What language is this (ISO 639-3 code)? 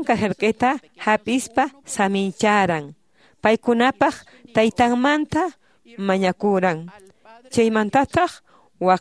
que